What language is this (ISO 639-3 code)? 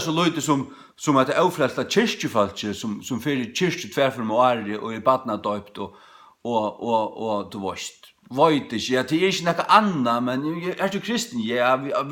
fao